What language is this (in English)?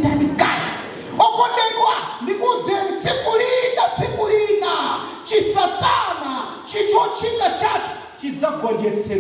Nyanja